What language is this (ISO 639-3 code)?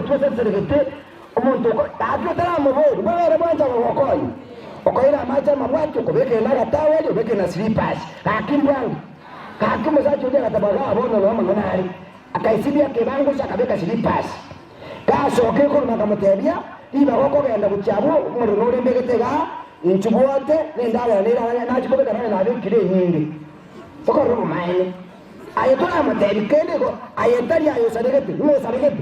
guz